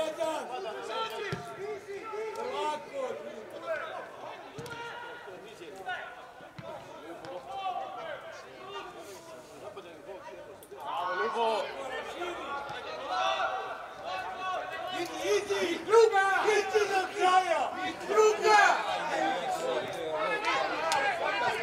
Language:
Serbian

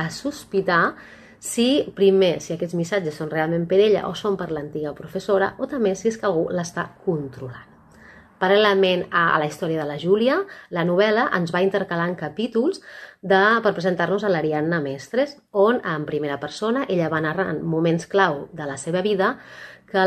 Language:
Catalan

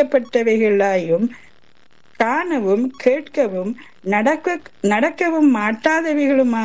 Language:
Tamil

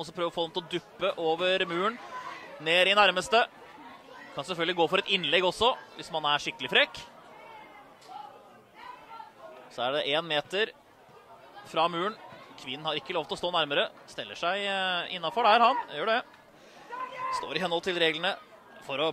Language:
Norwegian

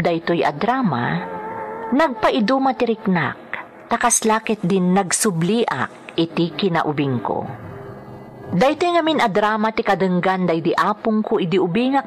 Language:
Iloko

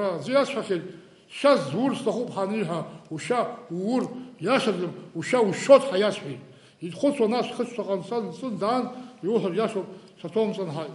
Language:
Abkhazian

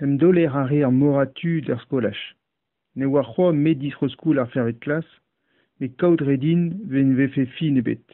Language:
Breton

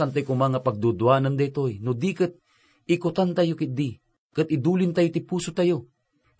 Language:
Iloko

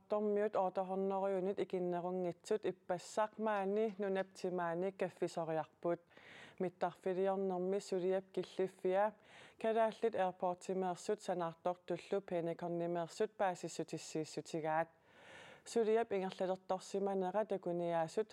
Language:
Kalaallisut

